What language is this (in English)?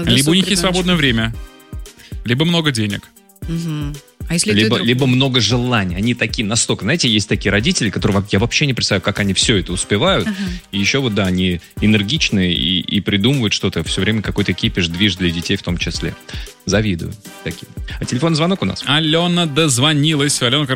Russian